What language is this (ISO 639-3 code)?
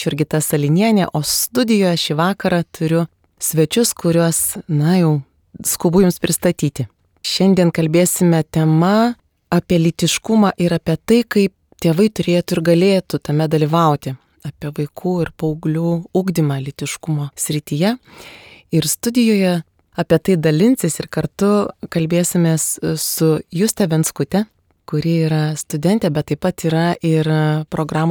lit